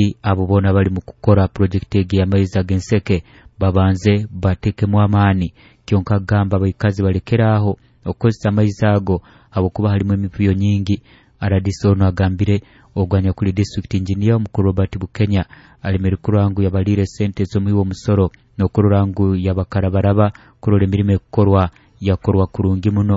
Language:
Nyoro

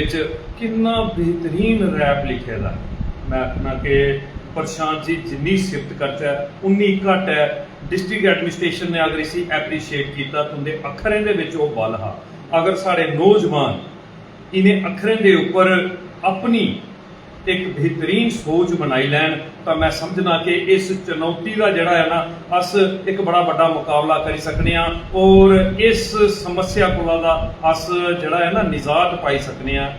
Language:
Dogri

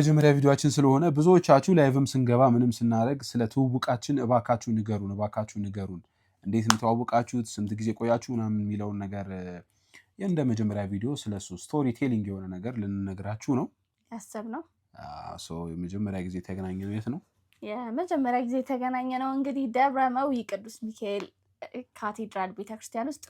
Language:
Amharic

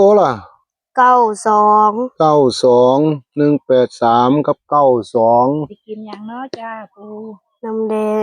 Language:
Northeastern Thai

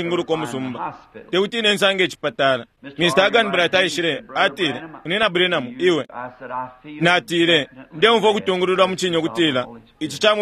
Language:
Bemba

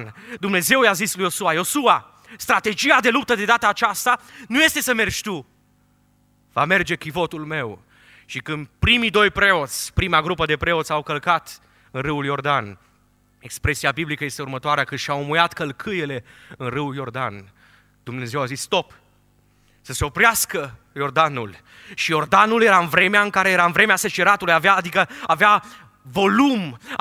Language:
Romanian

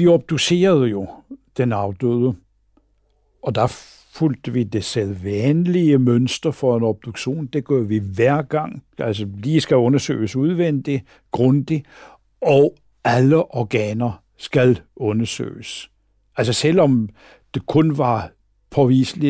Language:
Danish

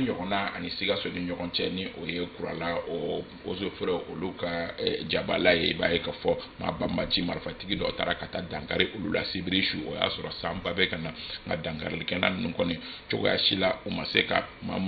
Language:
Bambara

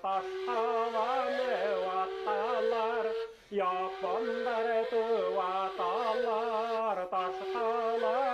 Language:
Bashkir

